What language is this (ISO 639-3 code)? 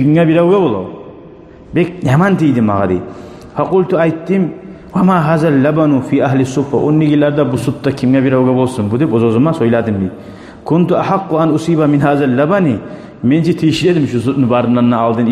kum